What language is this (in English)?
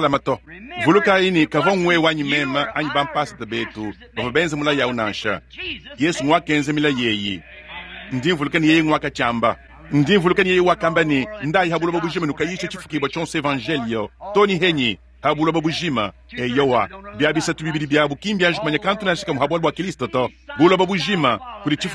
Luba-Lulua